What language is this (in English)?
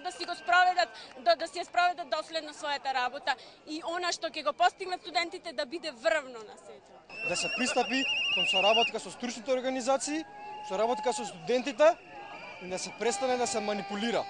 Macedonian